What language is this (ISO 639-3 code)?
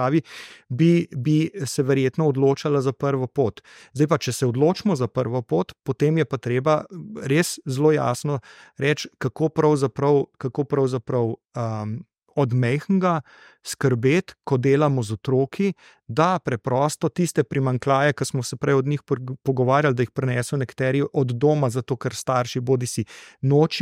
slv